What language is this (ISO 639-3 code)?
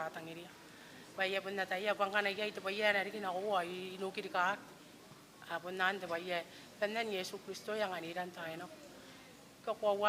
gil